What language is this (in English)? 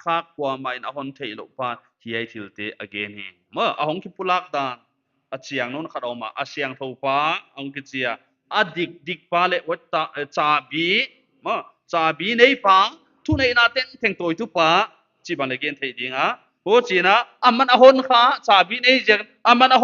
Paite Chin